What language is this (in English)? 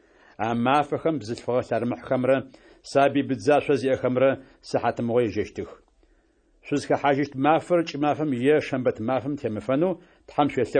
Adyghe